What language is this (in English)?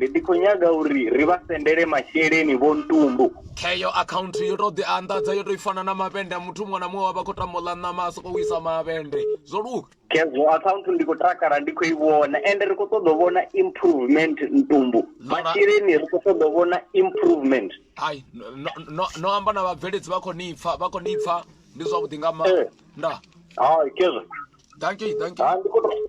Venda